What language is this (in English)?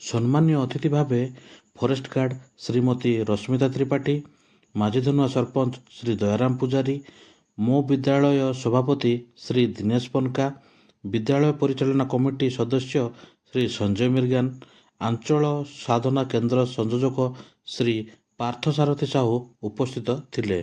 Odia